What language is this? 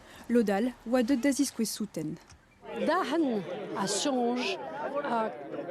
Breton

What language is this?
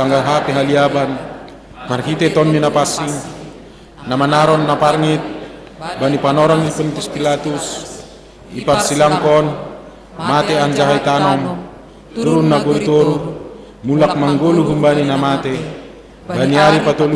Batak Simalungun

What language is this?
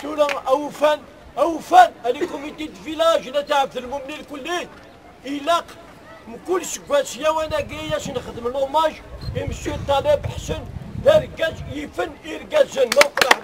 Kabyle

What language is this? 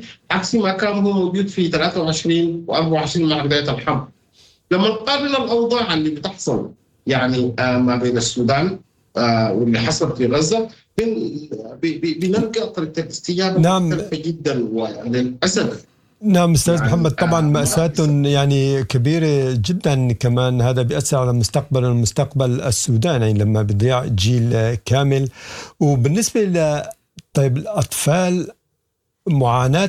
Sudanese Arabic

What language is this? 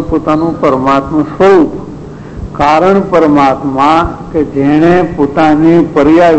Gujarati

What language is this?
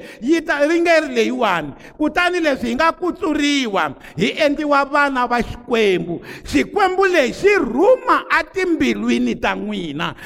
Tsonga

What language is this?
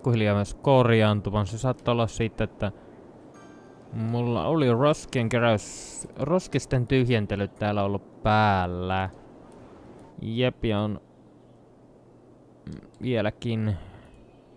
Finnish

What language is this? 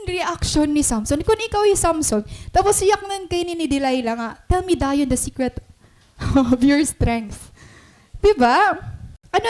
Waray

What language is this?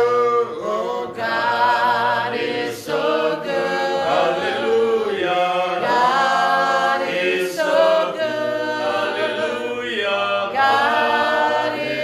Samoan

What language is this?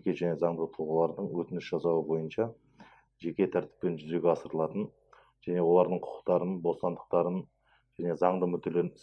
Kazakh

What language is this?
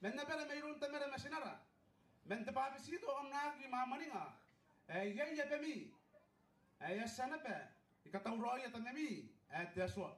Gilbertese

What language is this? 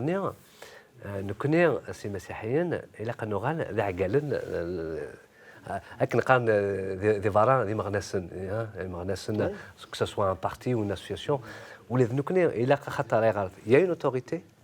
Kabyle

